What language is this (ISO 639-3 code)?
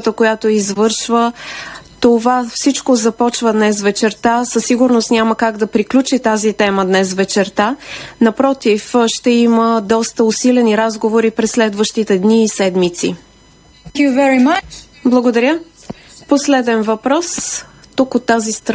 bul